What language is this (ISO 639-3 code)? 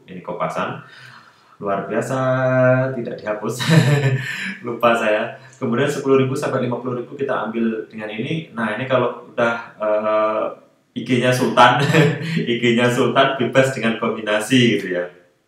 ind